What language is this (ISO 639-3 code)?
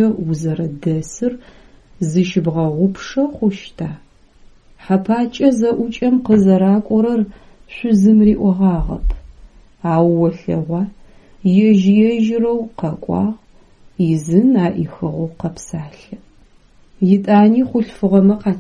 ady